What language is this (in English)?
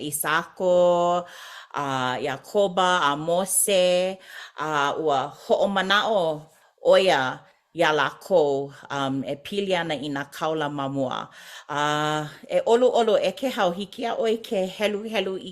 Hawaiian